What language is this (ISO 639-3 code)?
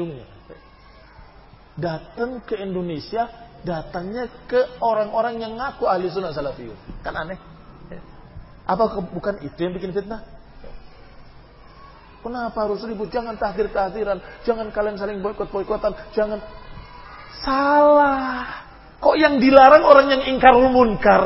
ind